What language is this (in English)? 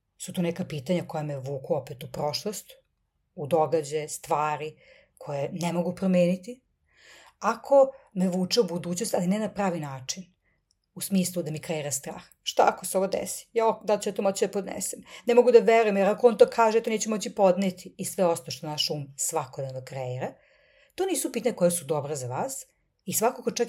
Serbian